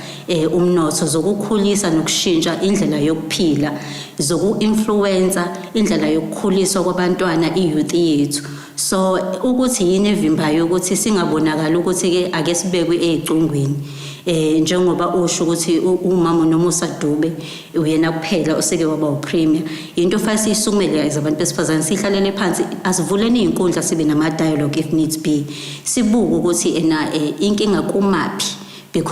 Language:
Zulu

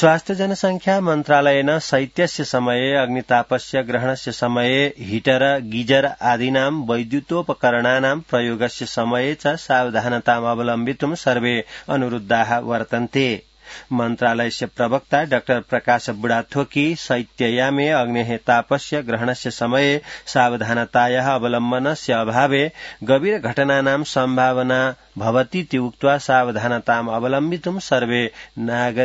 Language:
Sanskrit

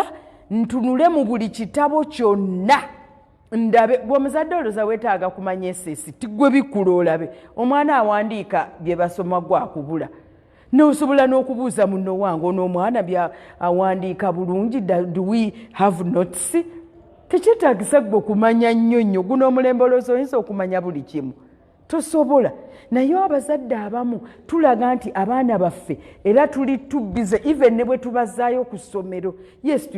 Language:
Ganda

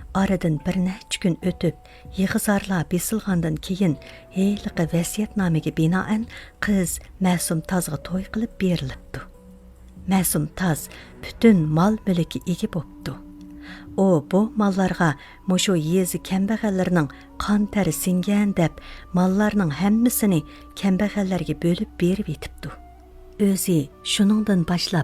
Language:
Uyghur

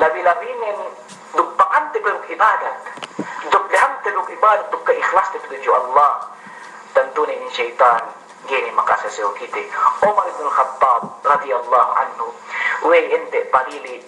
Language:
Yakan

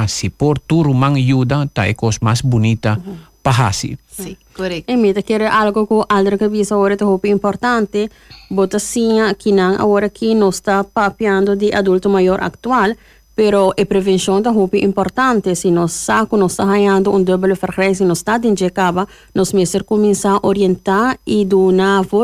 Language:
Papiamento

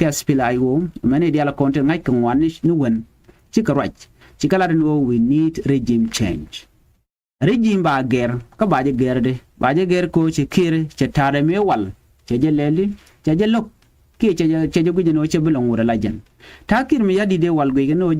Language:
Nuer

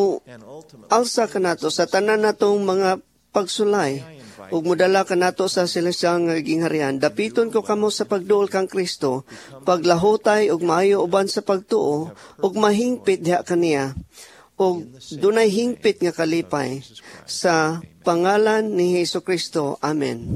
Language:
Cebuano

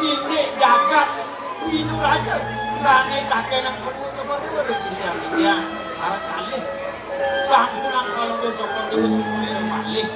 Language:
Balinese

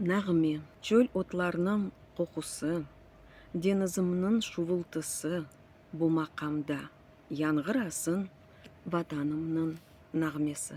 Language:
Crimean Tatar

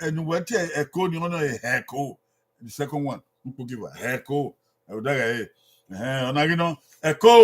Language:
Bini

